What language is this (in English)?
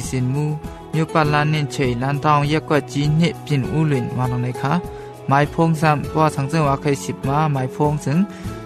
Thai